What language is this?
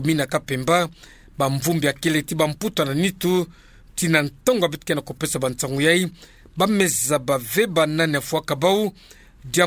Kituba (Democratic Republic of Congo)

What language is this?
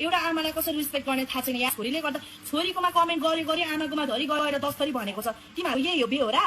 Nepali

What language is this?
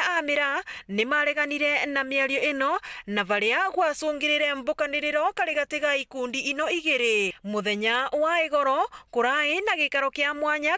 Meru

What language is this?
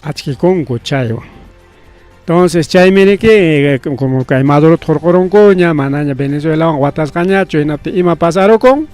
Ayacucho Quechua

